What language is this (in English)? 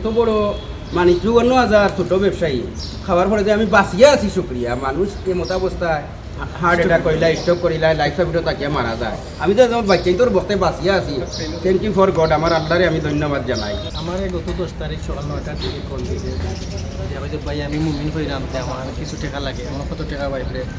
Sylheti